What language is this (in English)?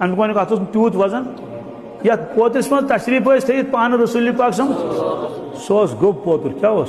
Kashmiri